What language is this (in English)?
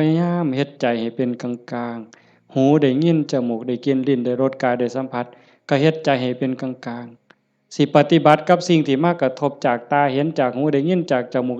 Northeastern Thai